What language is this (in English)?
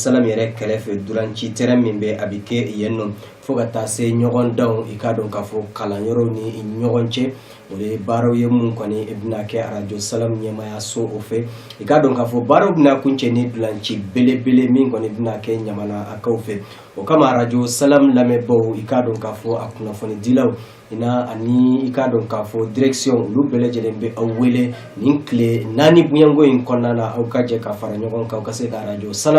Bambara